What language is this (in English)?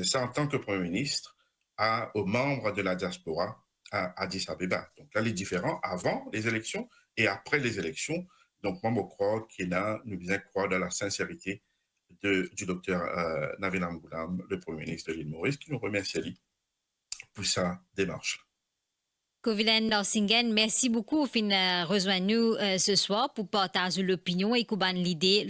Morisyen